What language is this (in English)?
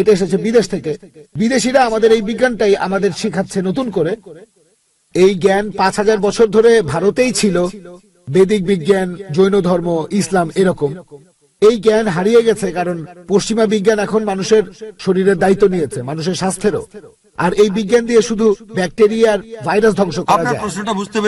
Bangla